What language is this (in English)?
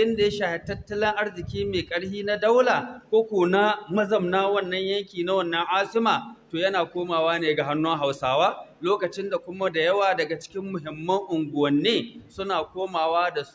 Hausa